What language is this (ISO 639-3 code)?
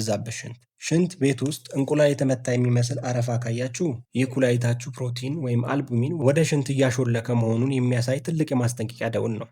amh